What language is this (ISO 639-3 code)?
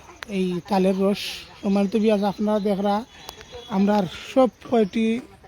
syl